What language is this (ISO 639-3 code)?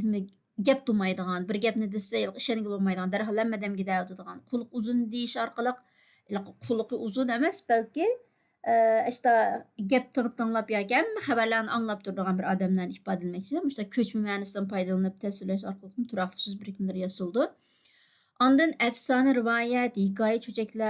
uig